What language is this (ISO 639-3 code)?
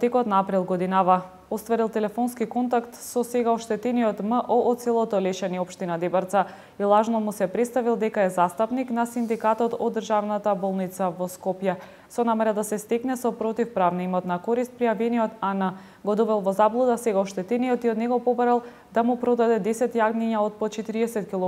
mkd